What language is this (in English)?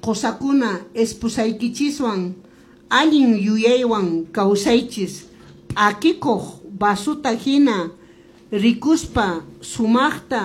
Quechua